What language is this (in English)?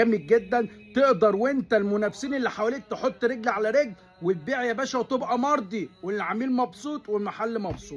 Egyptian Arabic